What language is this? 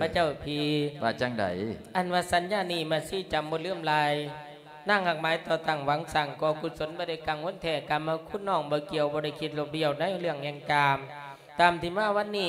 Lao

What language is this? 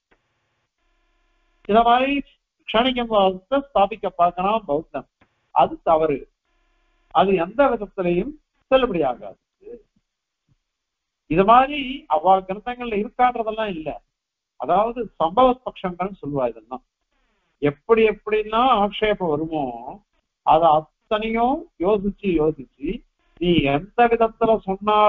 Tamil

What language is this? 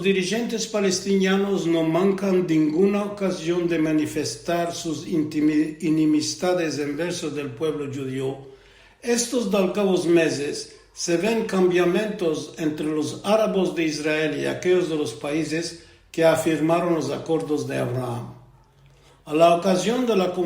Ladino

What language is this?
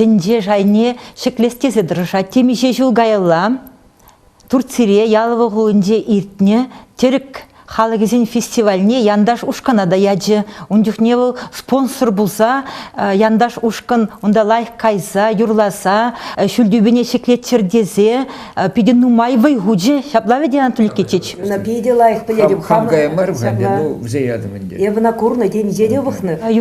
Chuvash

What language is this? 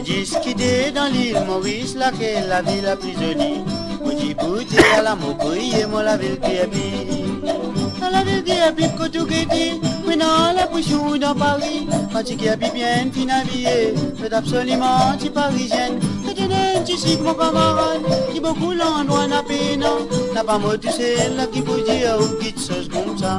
Morisyen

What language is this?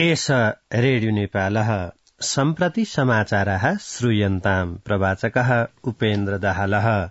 Sanskrit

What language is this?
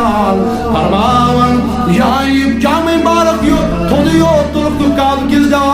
Kashmiri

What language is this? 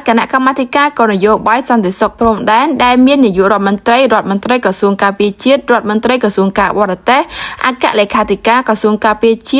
Khmer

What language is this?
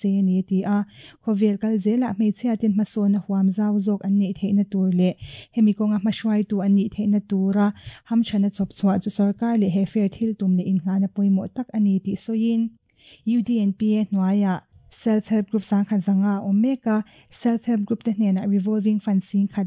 Mizo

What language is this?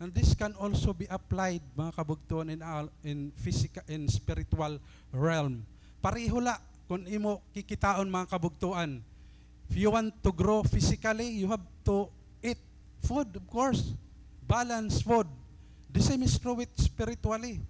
Waray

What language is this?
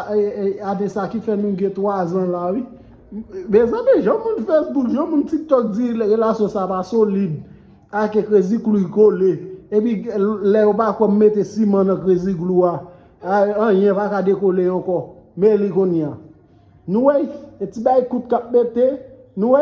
Haitian Creole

